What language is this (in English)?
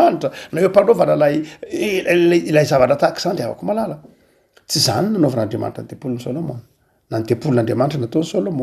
Malagasy